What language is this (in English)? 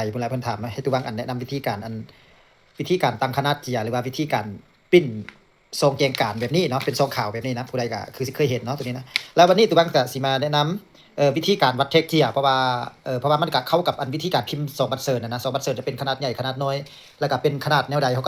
Lao